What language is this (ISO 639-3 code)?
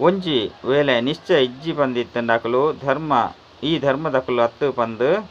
tcy